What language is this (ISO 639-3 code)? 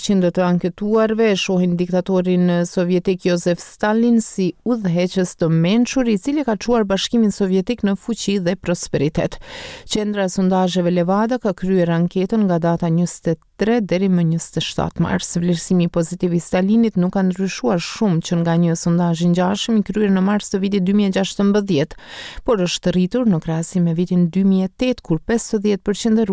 sqi